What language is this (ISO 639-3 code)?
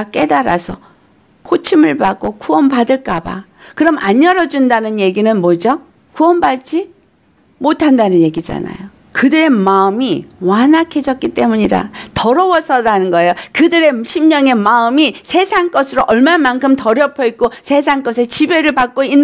kor